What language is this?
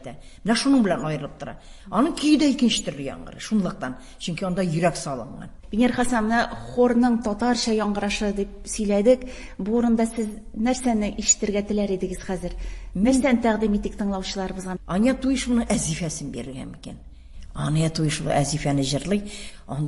Tatar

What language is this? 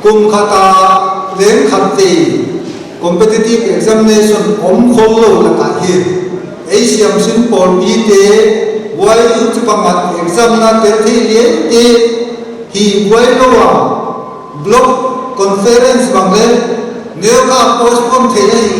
Paite Chin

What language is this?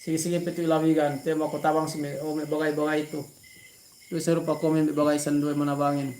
Yakan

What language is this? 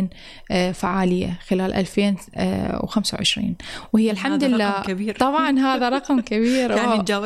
Arabic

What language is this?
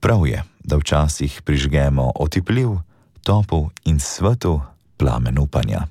Slovenian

